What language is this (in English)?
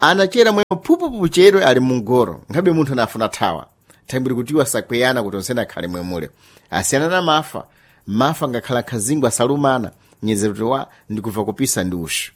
Sena